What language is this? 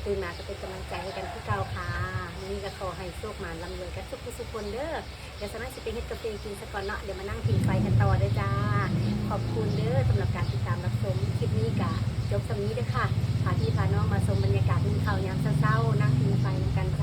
Northeastern Thai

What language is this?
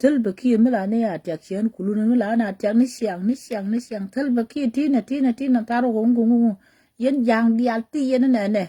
Nuer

